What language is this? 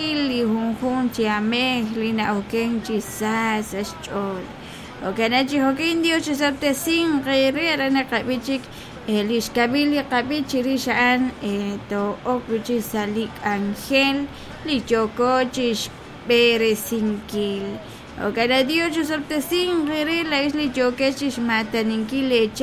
Kekchí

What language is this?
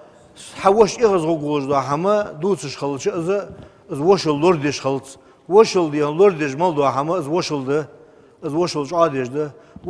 Ingush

